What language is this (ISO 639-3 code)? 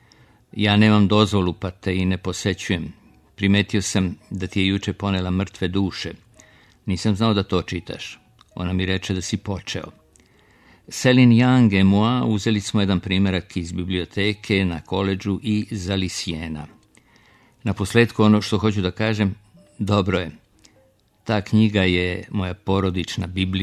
srp